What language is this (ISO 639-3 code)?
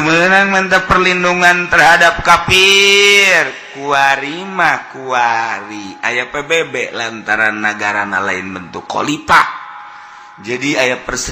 sun